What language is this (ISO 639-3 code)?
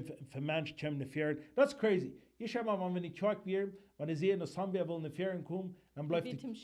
pdt